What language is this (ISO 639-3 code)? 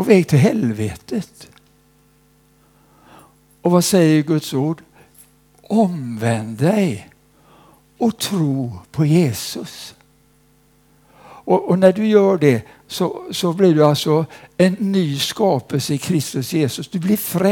swe